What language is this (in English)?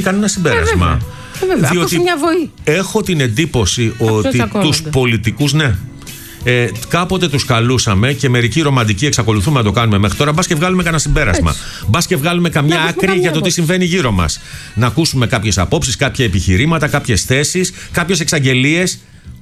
Greek